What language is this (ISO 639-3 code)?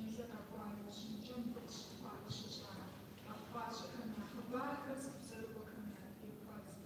kbd